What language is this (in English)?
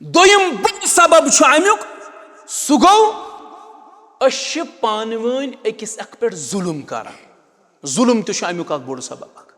Kashmiri